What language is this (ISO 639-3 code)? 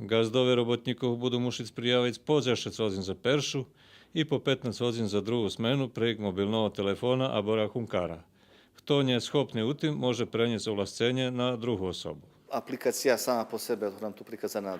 rue